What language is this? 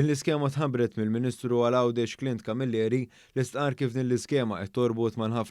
Maltese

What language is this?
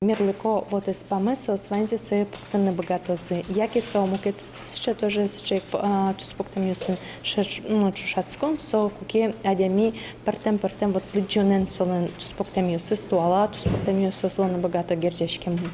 Udmurt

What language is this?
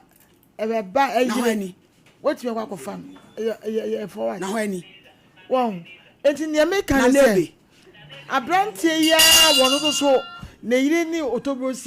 Akan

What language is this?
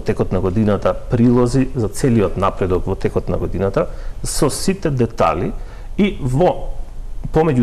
Macedonian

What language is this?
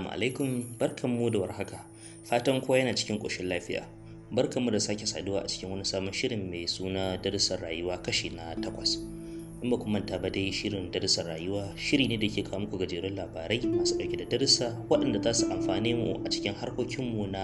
Hausa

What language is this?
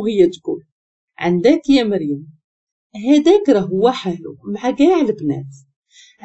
Moroccan Arabic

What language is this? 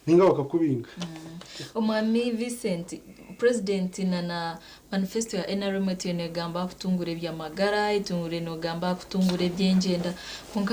Nyankole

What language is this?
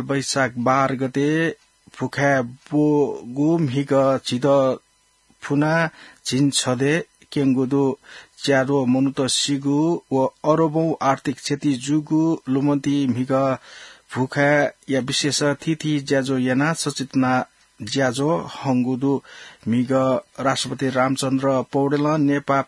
Newari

